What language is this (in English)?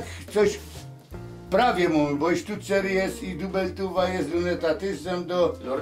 Silesian